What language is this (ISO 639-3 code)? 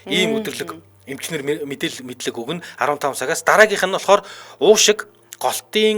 mon